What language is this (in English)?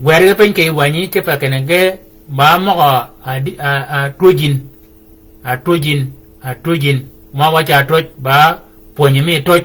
Shilluk